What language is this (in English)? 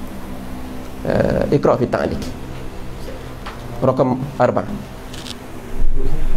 Malay